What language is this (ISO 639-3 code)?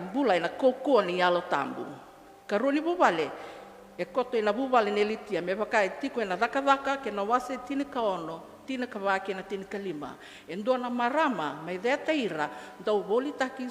fij